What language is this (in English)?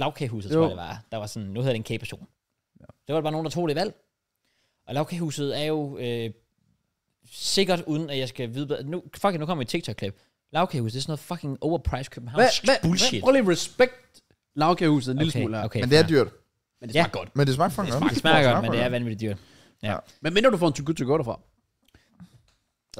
Danish